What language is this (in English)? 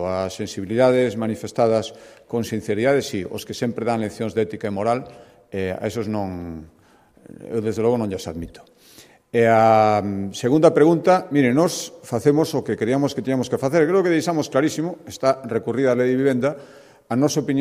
Galician